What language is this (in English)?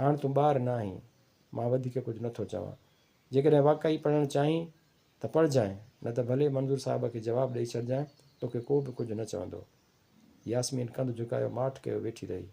Sindhi